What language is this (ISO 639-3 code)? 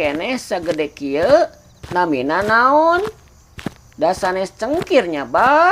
sun